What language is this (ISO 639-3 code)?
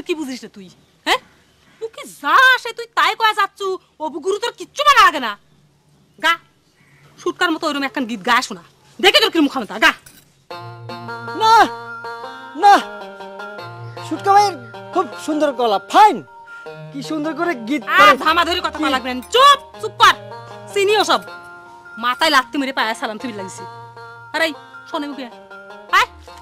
ben